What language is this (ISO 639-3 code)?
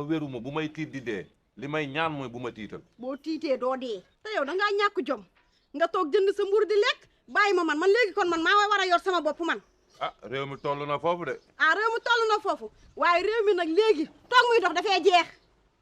wol